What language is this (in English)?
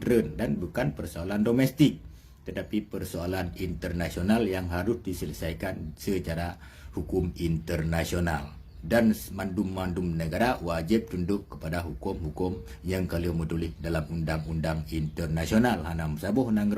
Achinese